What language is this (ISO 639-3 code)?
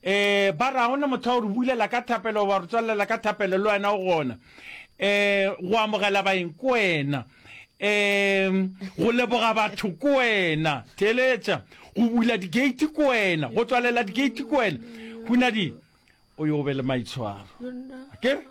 nso